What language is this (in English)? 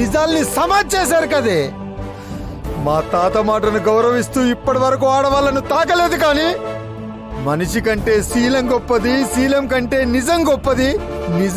Telugu